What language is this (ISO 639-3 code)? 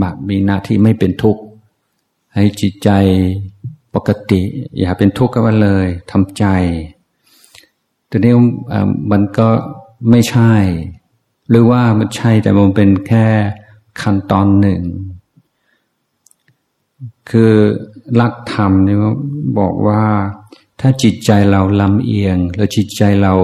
tha